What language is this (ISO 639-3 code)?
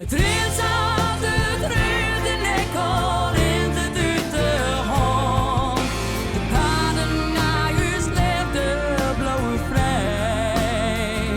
fry